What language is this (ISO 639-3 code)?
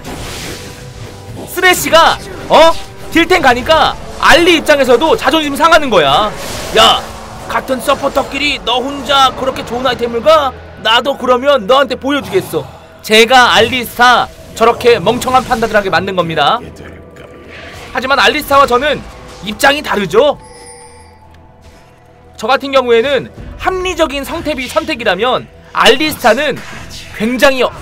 kor